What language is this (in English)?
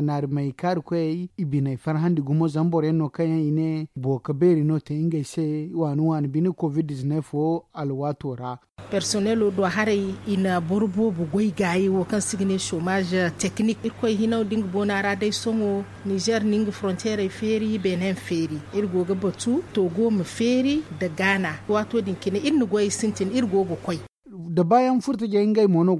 Zarma